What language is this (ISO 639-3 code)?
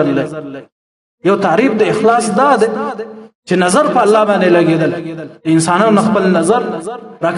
pus